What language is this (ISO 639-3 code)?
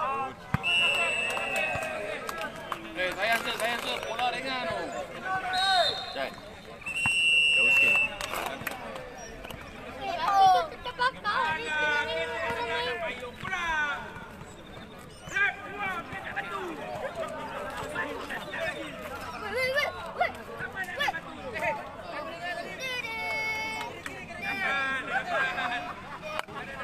msa